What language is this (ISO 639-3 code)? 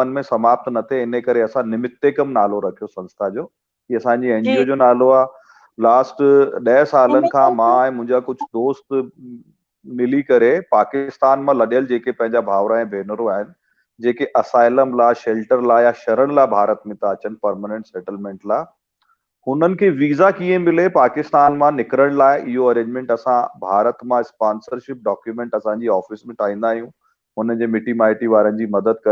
snd